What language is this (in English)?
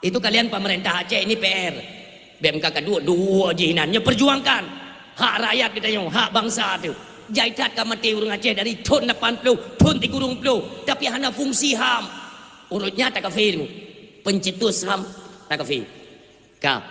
Achinese